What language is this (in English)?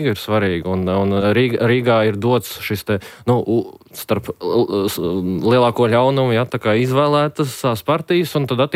Latvian